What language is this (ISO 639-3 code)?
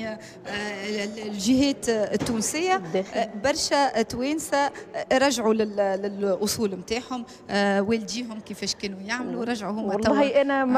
aeb